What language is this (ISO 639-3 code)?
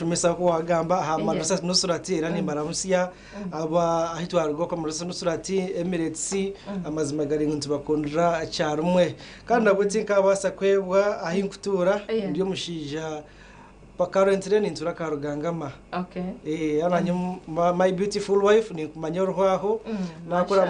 nyn